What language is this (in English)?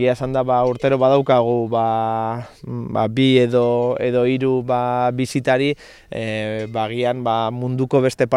Basque